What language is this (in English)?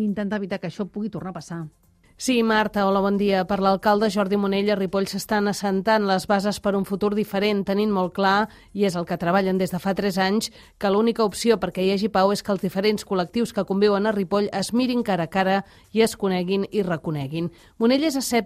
Catalan